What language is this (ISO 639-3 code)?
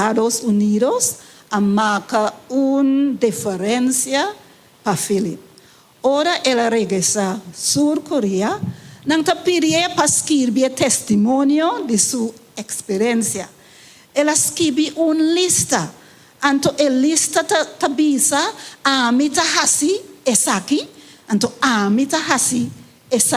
pap